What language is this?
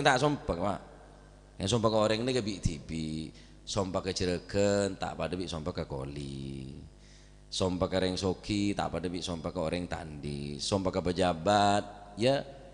Madurese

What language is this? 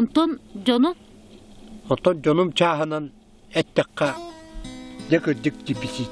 Yakut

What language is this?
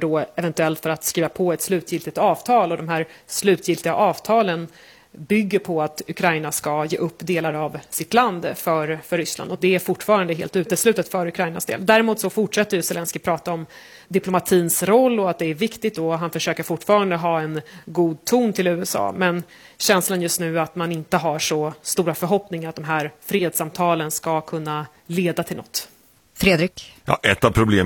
Swedish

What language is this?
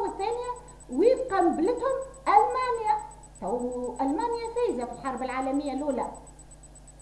Tunisian Arabic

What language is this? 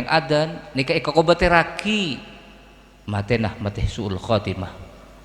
Madurese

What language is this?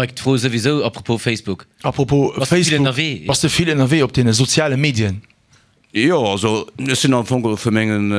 Luxembourgish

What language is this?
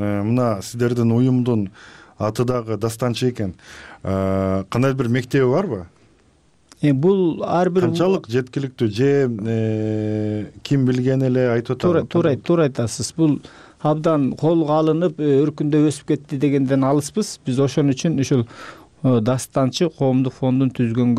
Kyrgyz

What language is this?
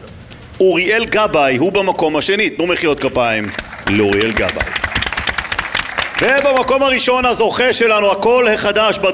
Hebrew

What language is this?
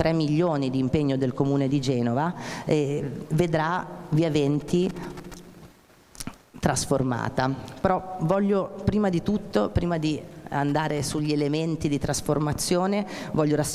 Italian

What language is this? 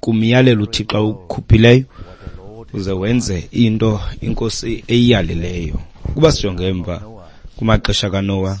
Xhosa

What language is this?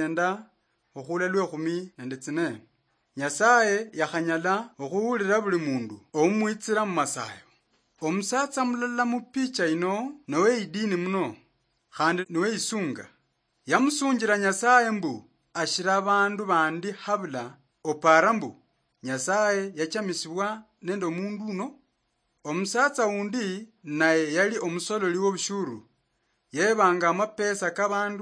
Luyia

